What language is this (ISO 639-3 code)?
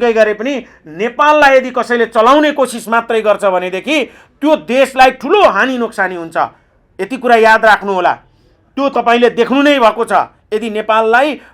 nep